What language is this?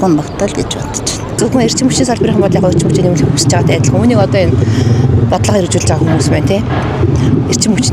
Mongolian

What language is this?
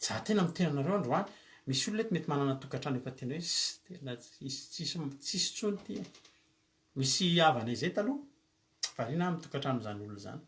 Malagasy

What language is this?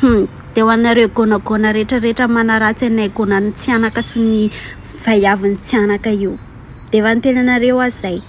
Malagasy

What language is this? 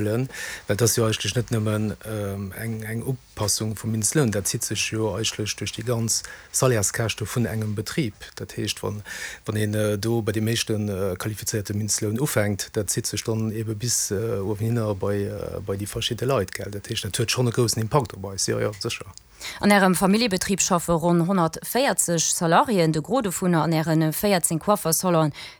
Luxembourgish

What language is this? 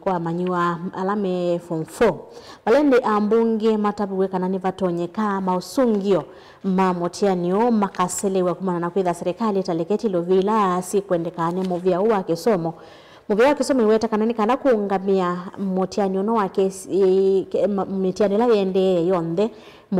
Kamba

